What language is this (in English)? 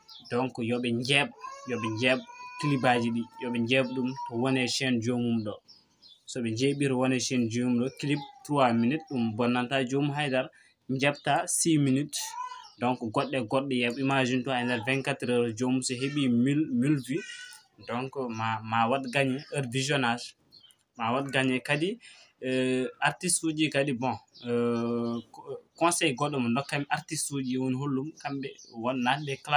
Fula